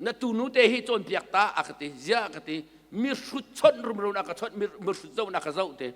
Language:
Hakha Chin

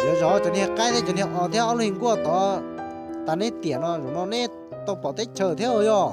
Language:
Hmong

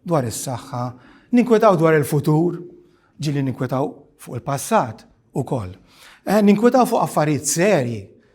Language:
Maltese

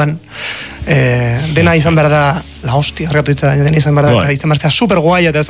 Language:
Basque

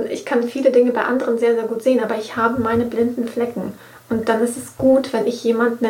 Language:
German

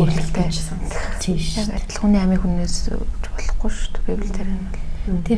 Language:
Mongolian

